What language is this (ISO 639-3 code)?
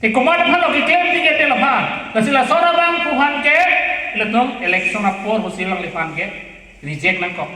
mjw